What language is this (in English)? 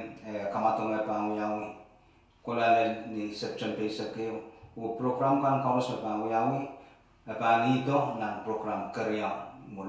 Pohnpeian